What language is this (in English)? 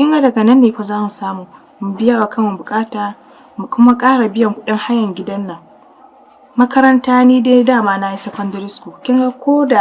Hausa